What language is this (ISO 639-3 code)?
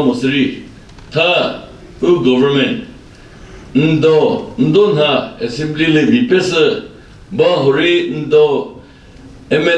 nri